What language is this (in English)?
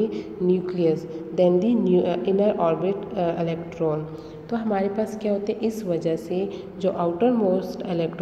Hindi